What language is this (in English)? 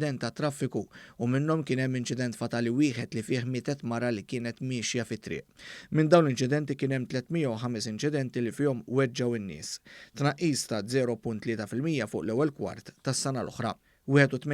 Maltese